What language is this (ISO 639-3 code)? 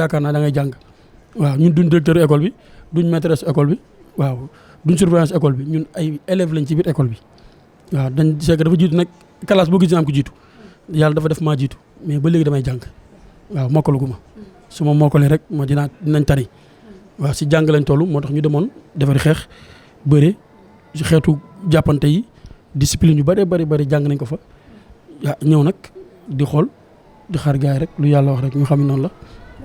wol